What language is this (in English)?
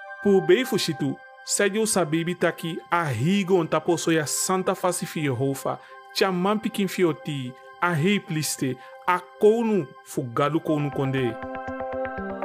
Eastern Maroon Creole